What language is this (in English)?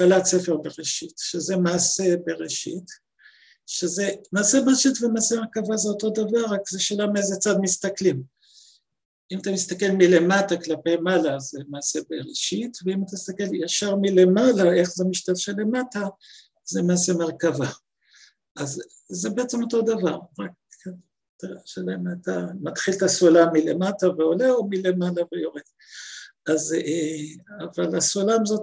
Hebrew